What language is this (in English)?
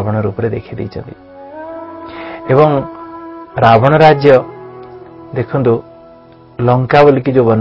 Odia